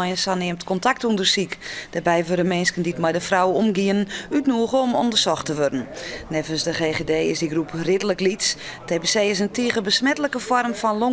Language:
Western Frisian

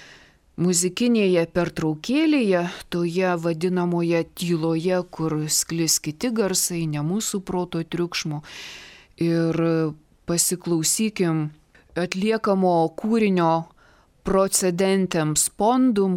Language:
Lithuanian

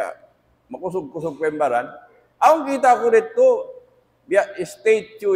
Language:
Tausug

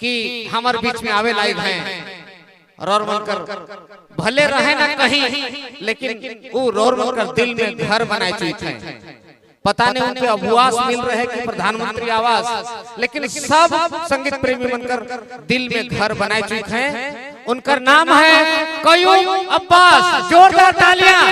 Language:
Sadri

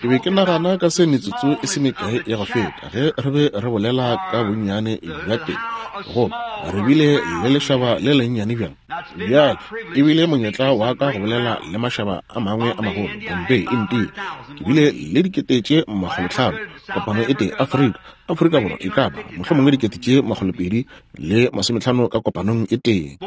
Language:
Northern Sotho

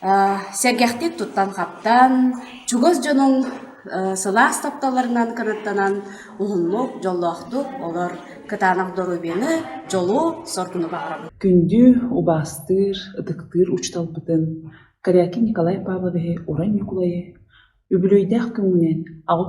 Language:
Yakut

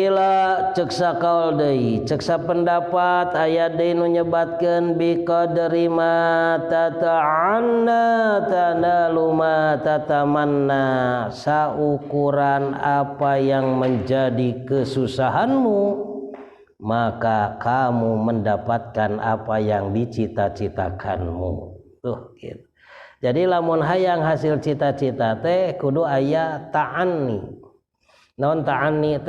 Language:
Sundanese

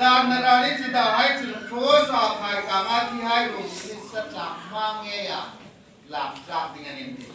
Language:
Hmar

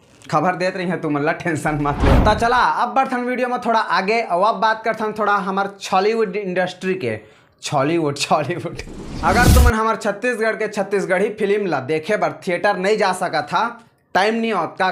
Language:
Chhattisgarhi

